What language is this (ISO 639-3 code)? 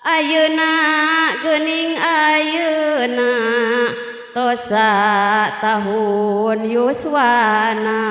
sun